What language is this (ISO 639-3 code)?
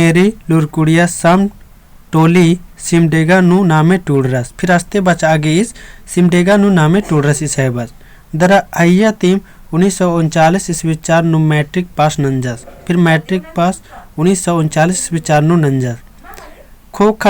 kru